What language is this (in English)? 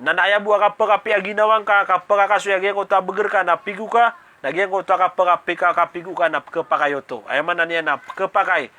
Maranao